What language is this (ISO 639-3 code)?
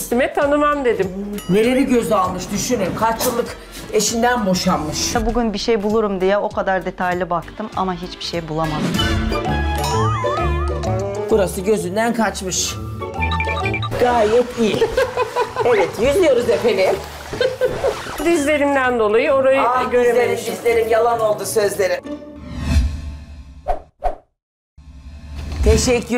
tur